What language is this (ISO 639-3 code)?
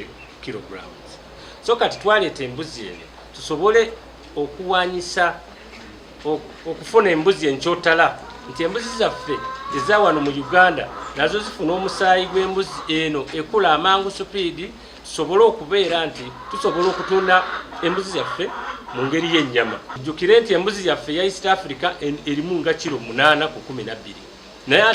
lug